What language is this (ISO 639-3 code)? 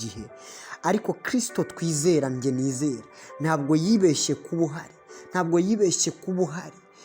kin